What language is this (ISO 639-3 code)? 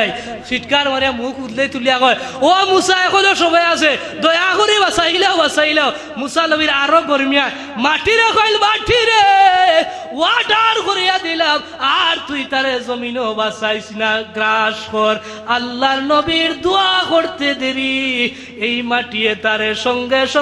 syl